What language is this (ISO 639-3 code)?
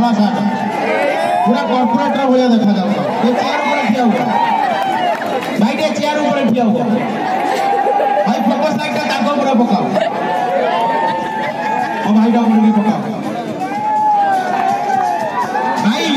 ori